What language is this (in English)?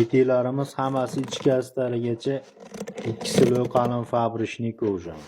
Uzbek